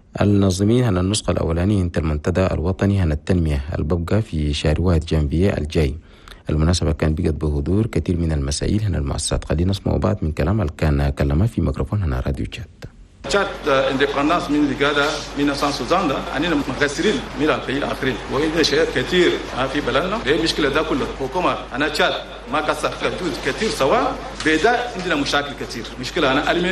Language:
Chadian Arabic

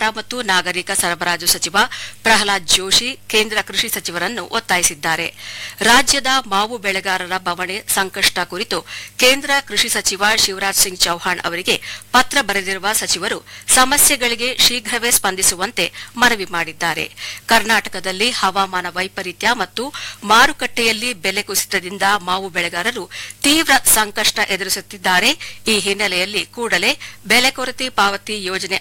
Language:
Kannada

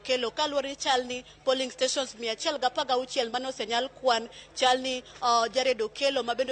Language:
Luo (Kenya and Tanzania)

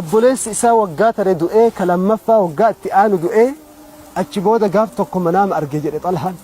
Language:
Oromo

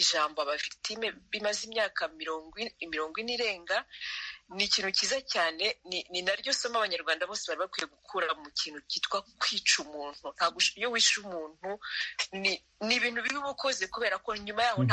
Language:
Kinyarwanda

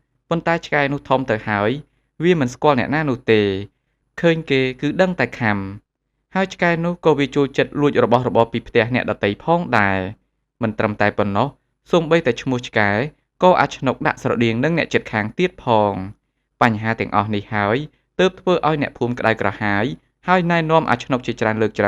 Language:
Khmer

